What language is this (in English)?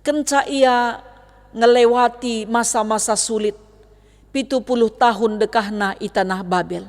Batak Karo